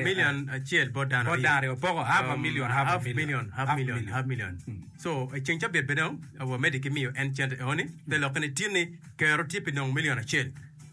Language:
Acoli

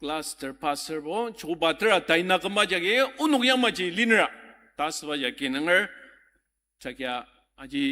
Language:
Ao Naga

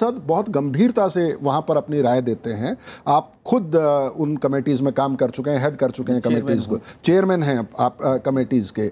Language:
Hindi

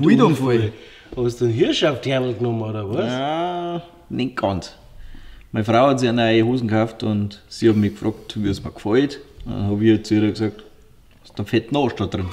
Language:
Bavarian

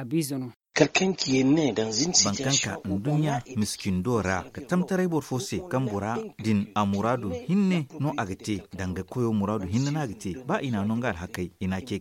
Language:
Zarma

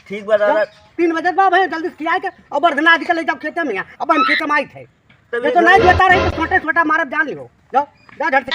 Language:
Awadhi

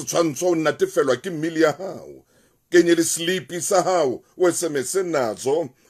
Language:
Southern Sotho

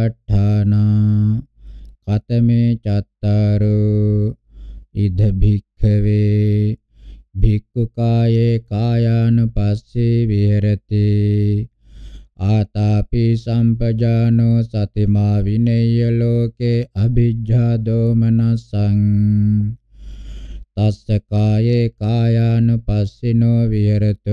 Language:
Pali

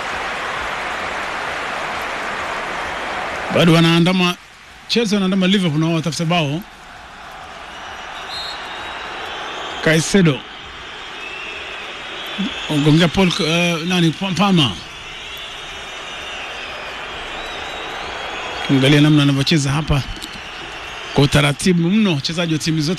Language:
Swahili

